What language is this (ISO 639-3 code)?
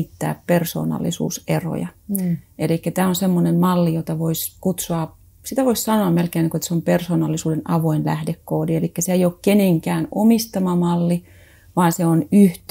fin